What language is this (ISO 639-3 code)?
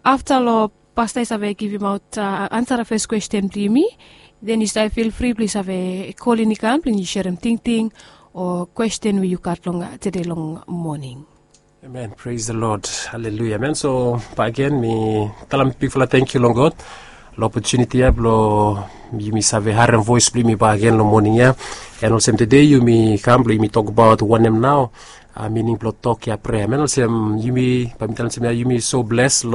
bis